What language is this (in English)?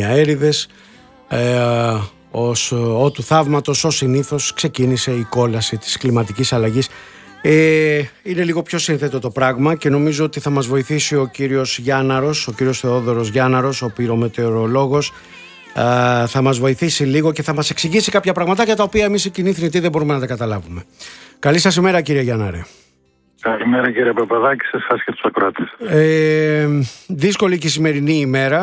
Greek